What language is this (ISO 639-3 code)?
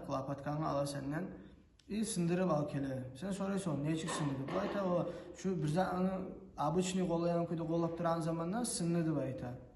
kum